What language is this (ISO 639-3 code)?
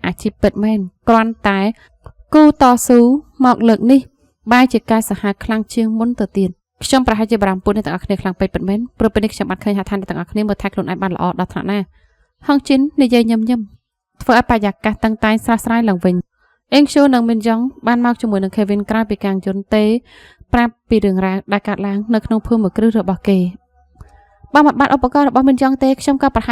khm